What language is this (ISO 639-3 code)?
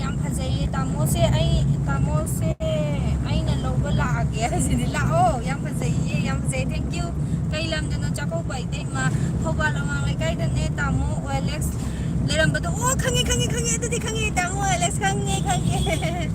mni